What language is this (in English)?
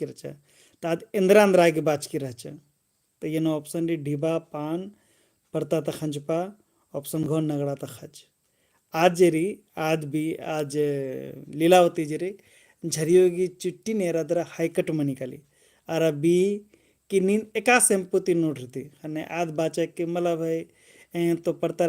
Kurukh